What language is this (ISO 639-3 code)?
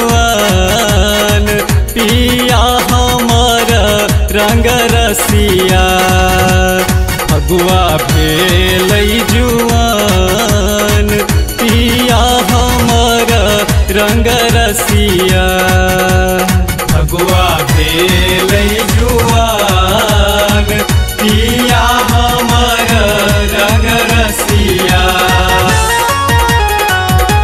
mai